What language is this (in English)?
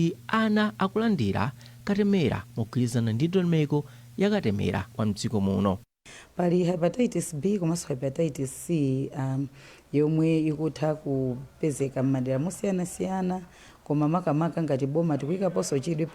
Nyanja